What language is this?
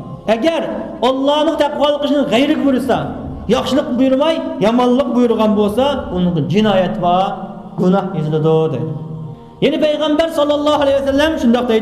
Uyghur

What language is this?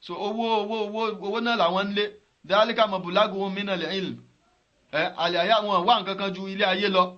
Yoruba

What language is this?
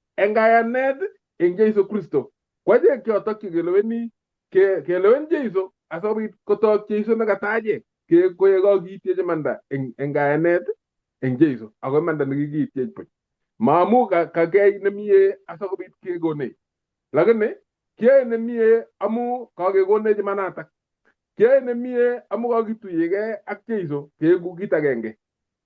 Kalenjin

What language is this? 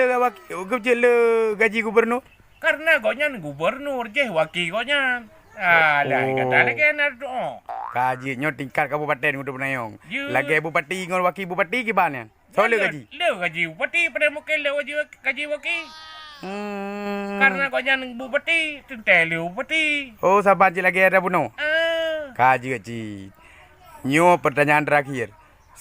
Achinese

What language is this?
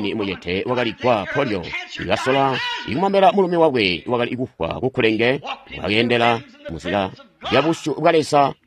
Tonga (Zambia)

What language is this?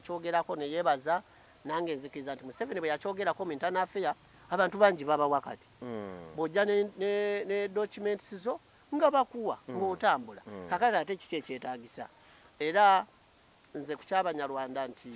Ganda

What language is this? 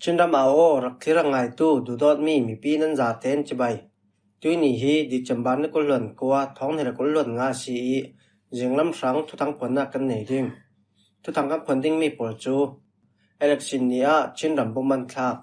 Falam Chin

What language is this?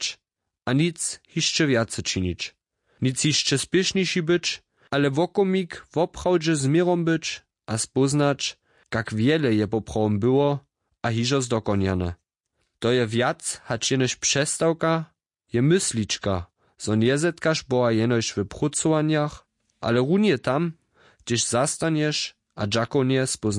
Upper Sorbian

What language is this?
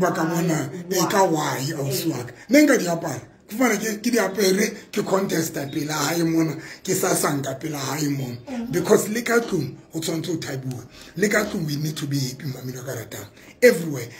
Tswana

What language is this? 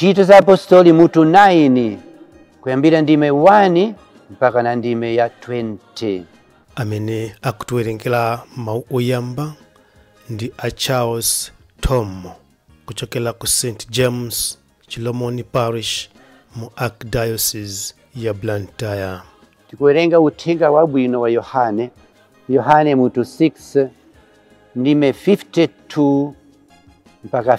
Nyanja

